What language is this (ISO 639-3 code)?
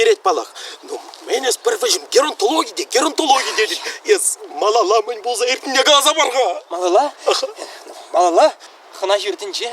chv